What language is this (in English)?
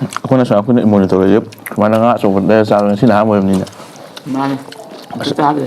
Manipuri